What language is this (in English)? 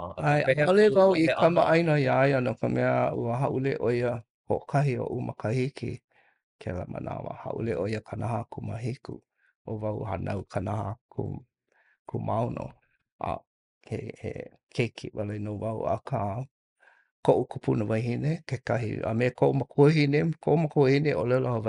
Hawaiian